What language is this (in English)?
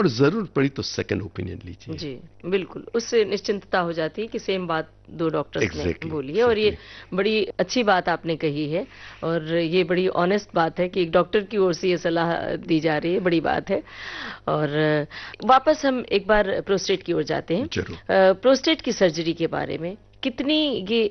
Hindi